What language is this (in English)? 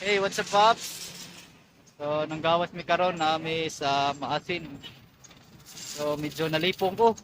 Cebuano